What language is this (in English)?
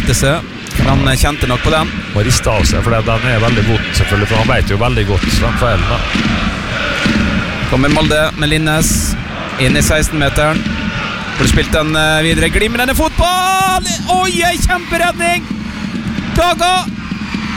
Norwegian